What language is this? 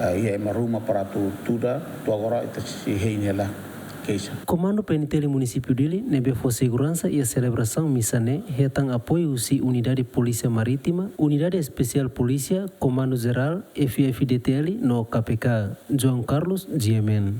Tetum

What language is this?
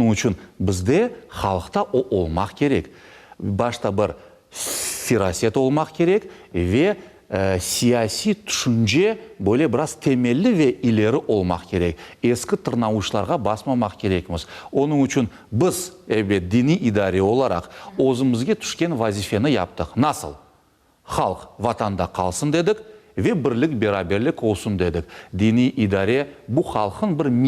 Crimean Tatar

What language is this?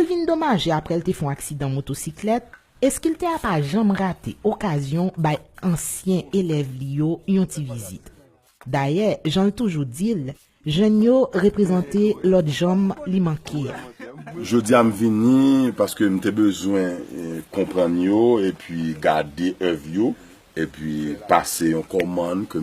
Haitian Creole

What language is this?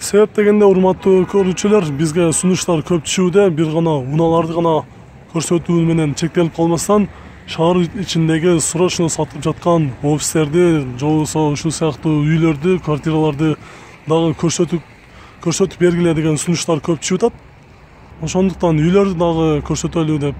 Kyrgyz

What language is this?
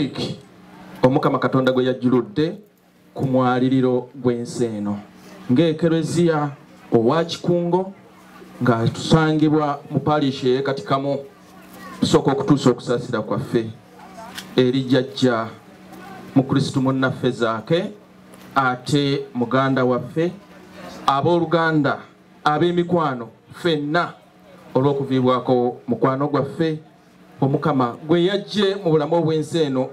Ganda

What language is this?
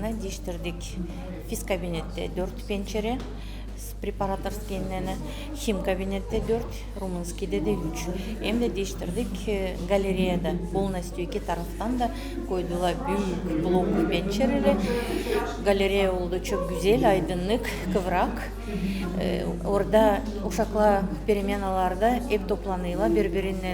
Gagauz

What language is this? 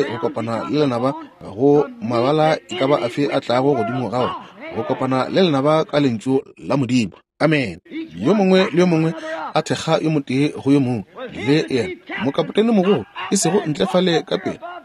Northern Sotho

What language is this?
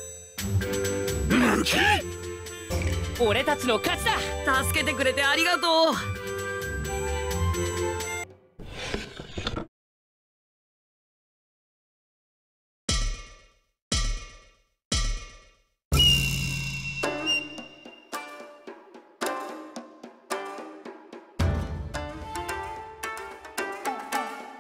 Japanese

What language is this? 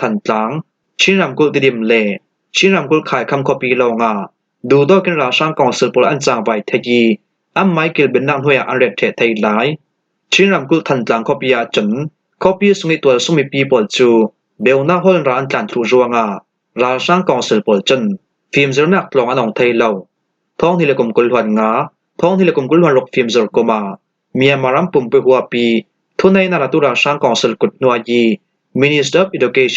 Falam Chin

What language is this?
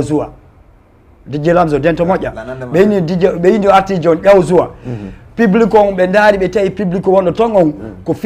Fula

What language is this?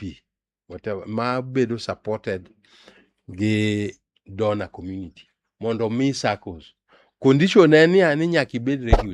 Luo (Kenya and Tanzania)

